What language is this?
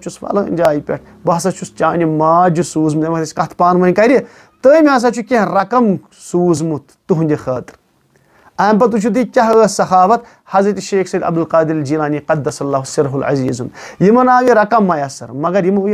Kashmiri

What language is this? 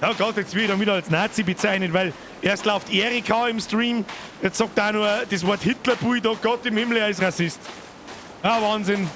Bavarian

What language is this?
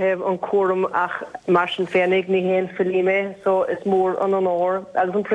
Irish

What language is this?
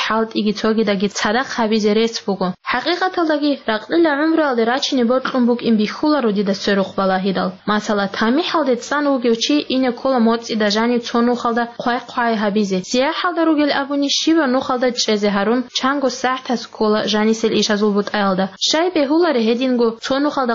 Avaric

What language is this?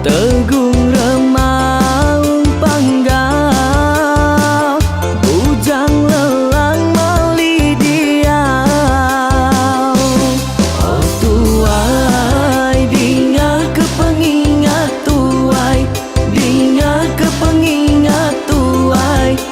Iban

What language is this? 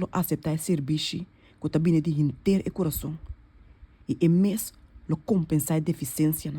Papiamento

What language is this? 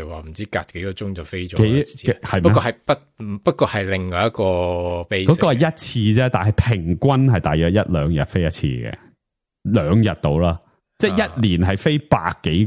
Cantonese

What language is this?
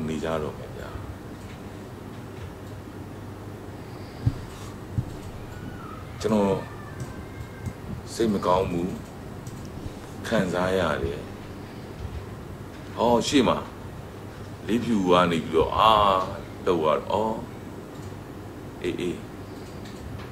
Burmese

